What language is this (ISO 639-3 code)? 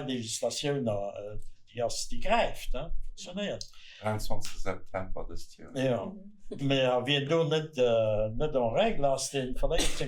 ltz